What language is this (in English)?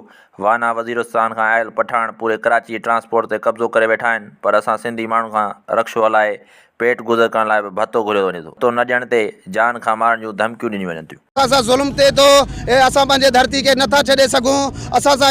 Sindhi